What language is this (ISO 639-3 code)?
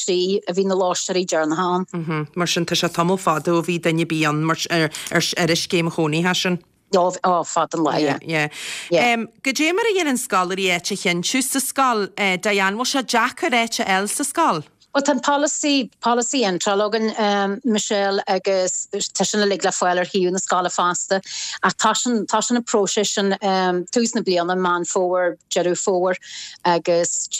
gle